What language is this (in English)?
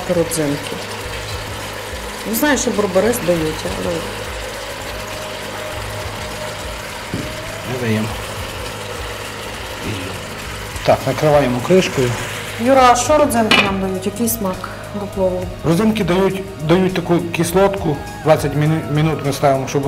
Ukrainian